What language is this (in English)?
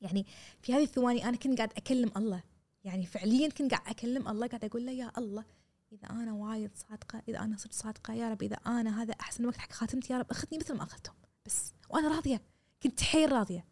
Gulf Arabic